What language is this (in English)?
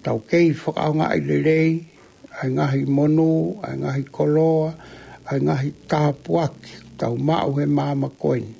Tongan